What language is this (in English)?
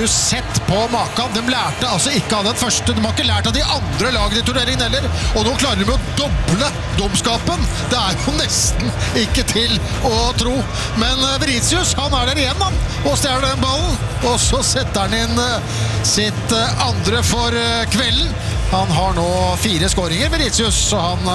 Norwegian